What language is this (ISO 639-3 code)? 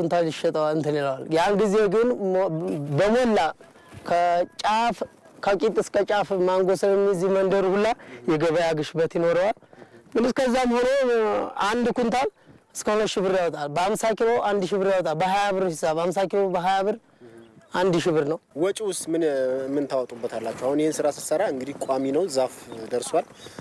amh